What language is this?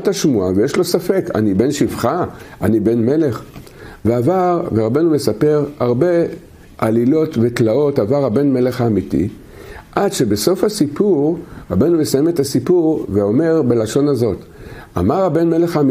Hebrew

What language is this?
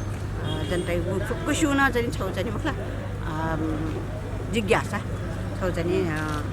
Newari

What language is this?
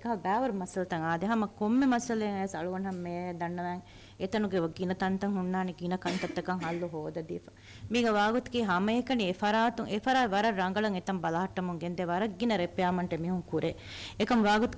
Divehi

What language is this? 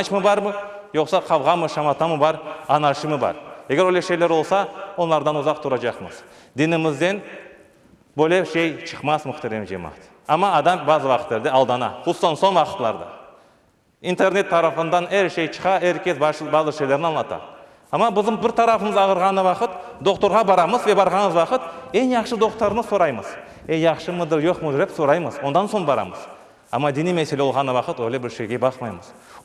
Crimean Tatar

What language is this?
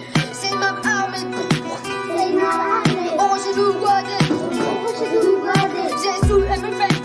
Breton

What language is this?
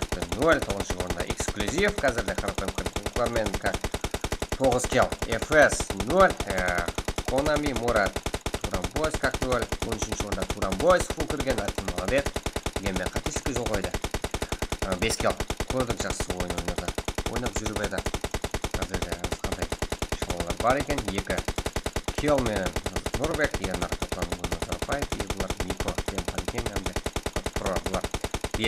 Kara-Kalpak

